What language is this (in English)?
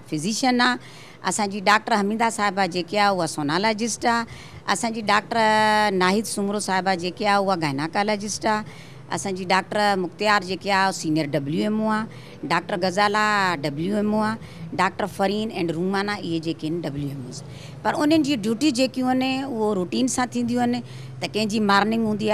Sindhi